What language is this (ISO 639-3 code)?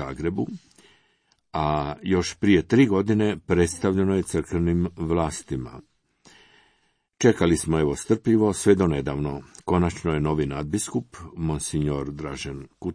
hrv